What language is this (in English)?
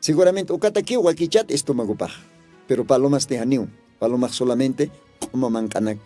Aymara